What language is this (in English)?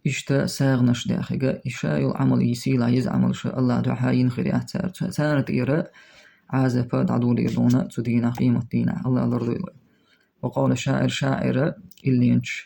Chechen